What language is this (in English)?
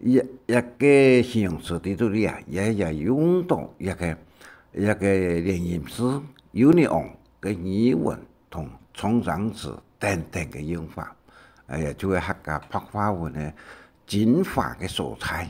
Hakka Chinese